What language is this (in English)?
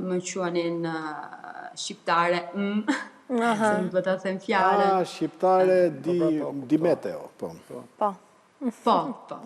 Albanian